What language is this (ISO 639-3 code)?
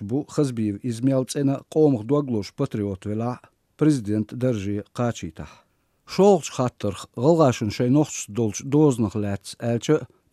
che